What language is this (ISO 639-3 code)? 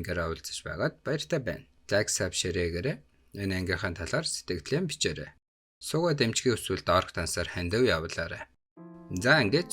mon